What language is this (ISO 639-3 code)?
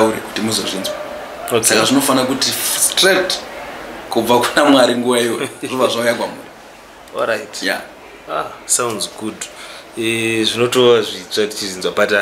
sna